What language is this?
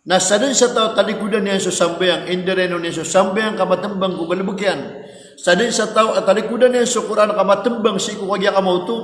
Maranao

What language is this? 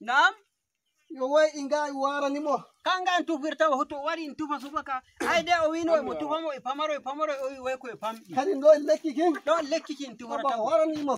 Nigerian Fulfulde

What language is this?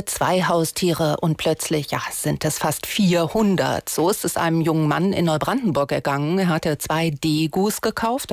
German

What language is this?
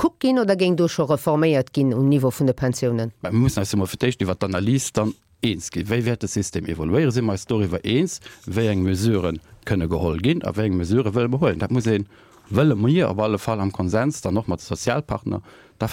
Luxembourgish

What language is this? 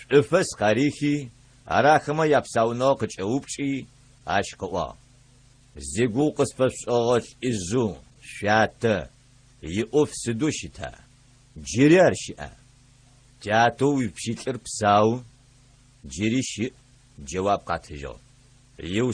Adyghe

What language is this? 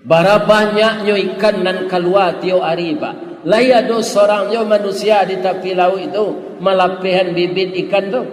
Minangkabau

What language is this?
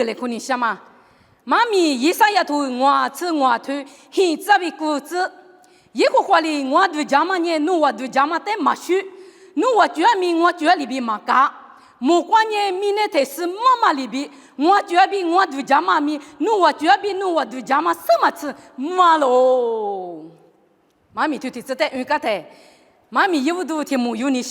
Lisu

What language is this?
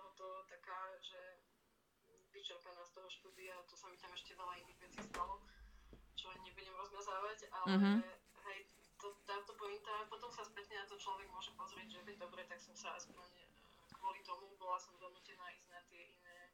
Slovak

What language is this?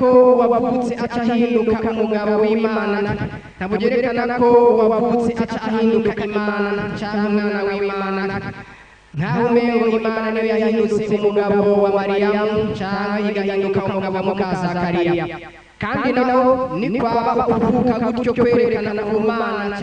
Rundi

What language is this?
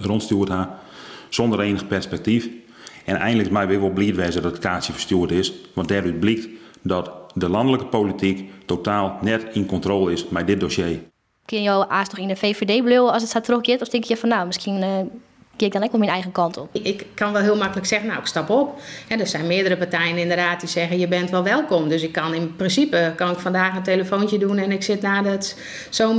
Western Frisian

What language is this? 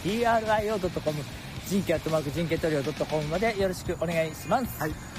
Japanese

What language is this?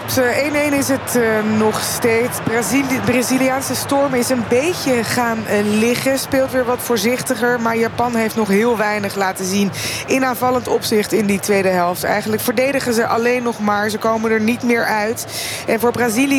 Dutch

